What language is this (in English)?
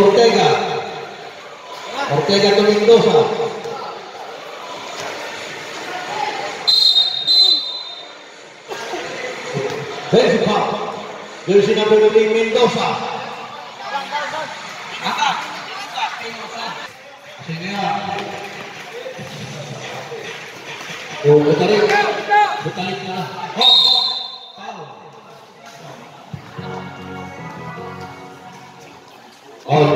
Filipino